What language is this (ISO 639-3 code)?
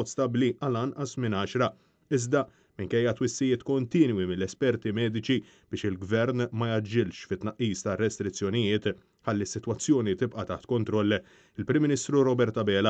mlt